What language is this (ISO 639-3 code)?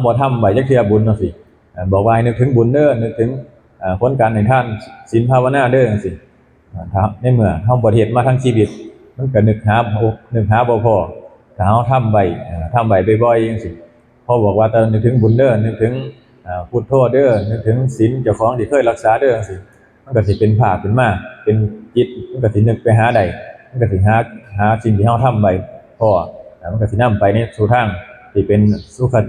tts